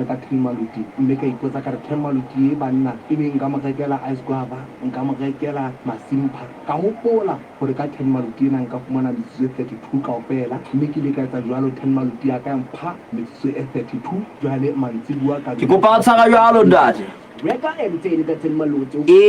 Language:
Southern Sotho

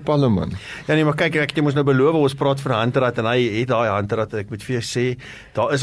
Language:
Afrikaans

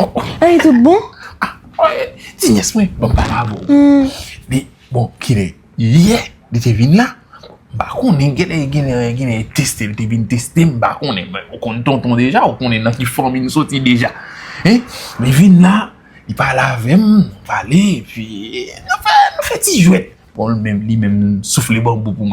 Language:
Haitian Creole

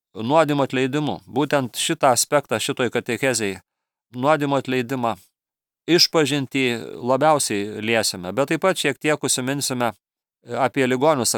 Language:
Lithuanian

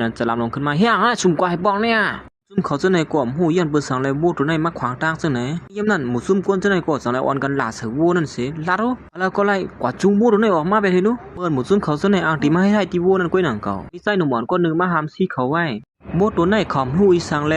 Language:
Shan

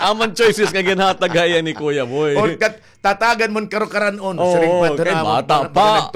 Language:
Waray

